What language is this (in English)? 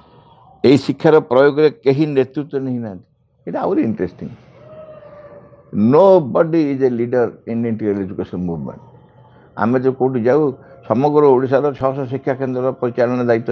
Odia